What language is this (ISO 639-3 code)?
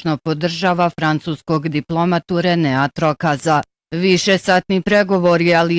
bos